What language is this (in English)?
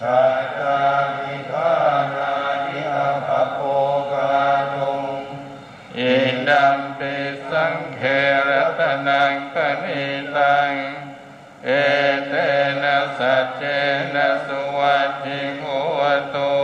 Pali